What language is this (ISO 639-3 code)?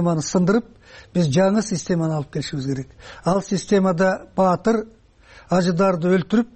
kir